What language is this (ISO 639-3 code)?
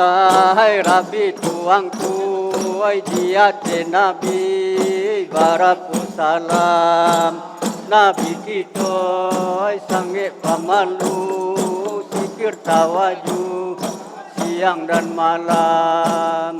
min